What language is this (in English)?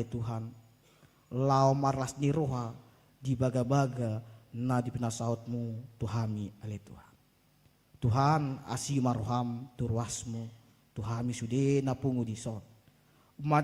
Batak Toba